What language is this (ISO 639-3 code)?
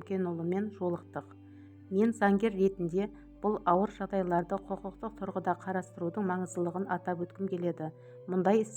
kaz